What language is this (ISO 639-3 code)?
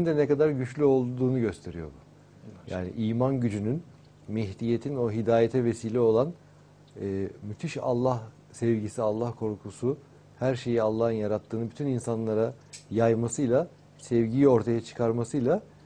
tur